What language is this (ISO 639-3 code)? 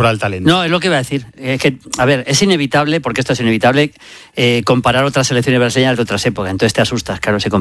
spa